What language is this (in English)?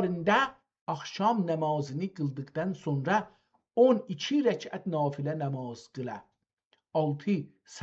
South Azerbaijani